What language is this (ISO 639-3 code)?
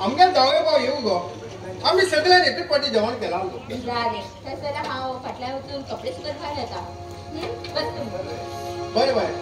kok